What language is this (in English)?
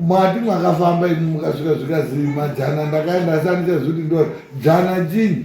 Shona